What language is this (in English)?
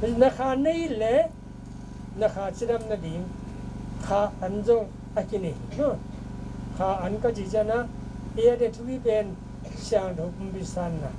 Tedim Chin